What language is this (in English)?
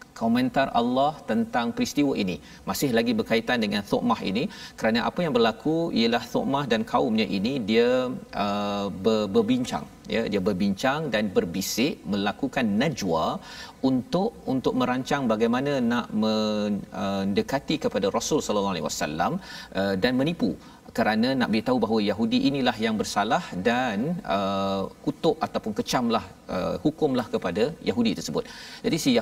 Malay